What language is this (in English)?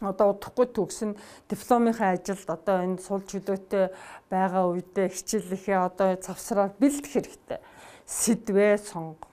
Mongolian